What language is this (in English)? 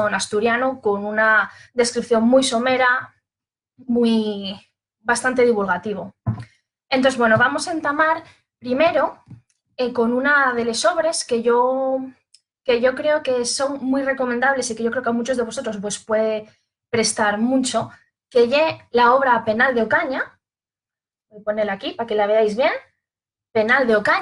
Asturian